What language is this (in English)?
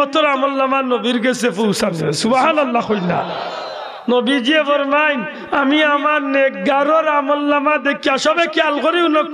Sylheti